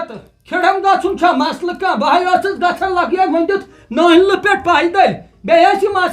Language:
Kashmiri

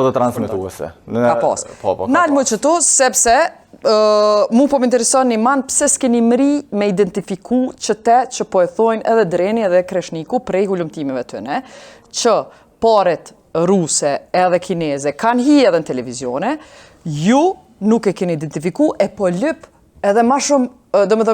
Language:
Albanian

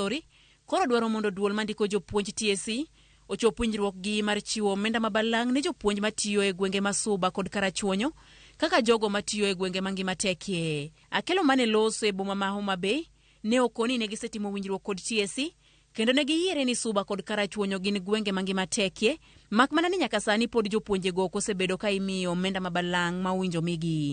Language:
Luo (Kenya and Tanzania)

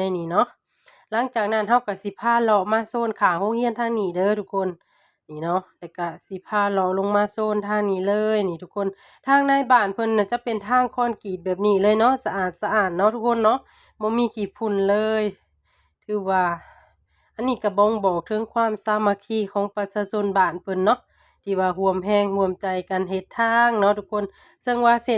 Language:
Lao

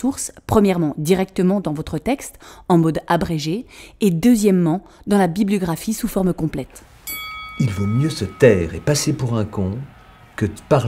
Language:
French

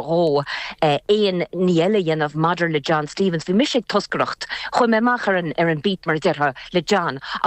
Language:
Irish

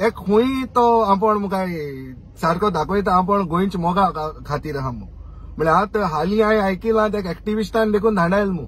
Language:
Konkani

